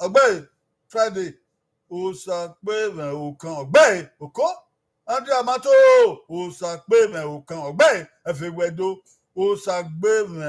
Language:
Bini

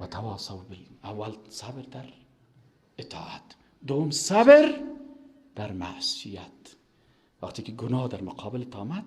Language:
Persian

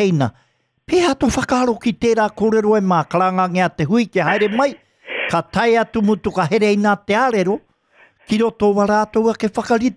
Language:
Māori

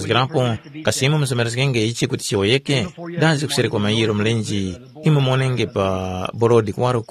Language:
Tumbuka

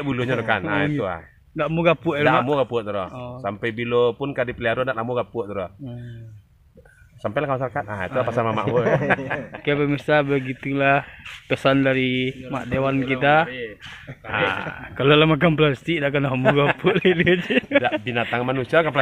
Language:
Minangkabau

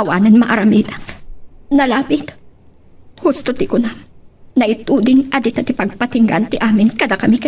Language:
Iloko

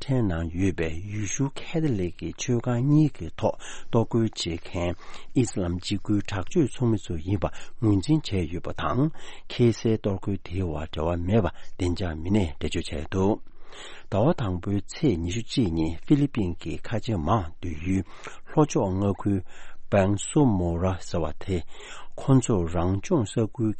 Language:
Tibetan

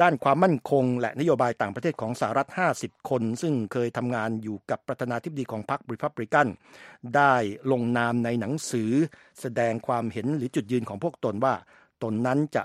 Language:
Thai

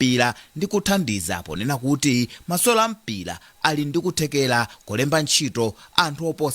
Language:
Nyanja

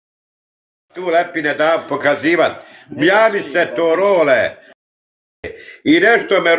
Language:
Croatian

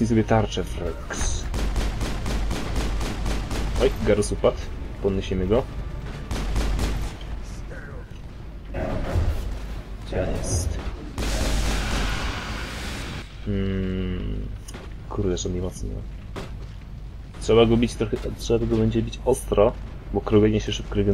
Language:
Polish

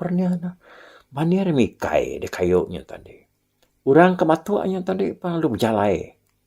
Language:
Iban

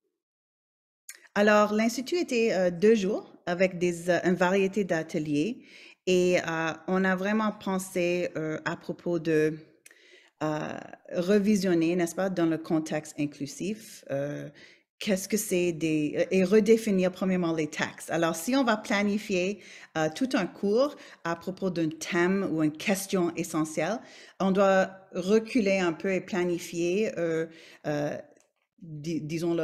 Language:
French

